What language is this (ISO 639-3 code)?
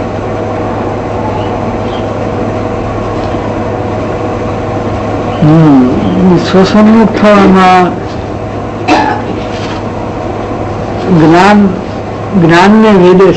guj